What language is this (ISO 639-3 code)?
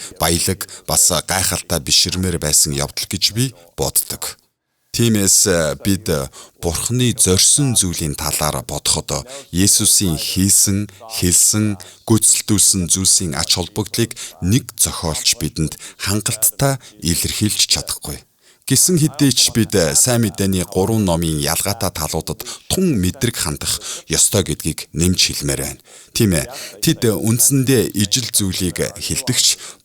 mon